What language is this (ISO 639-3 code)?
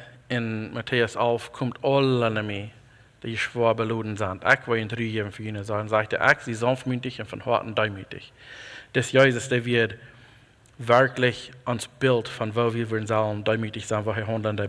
pdt